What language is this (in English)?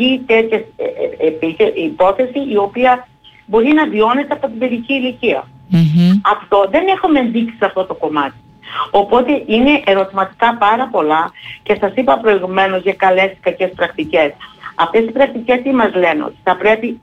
Greek